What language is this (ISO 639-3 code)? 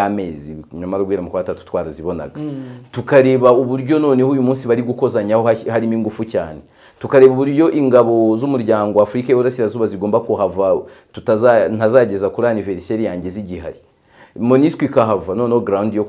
kin